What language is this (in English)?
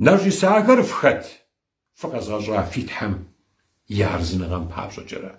Kabardian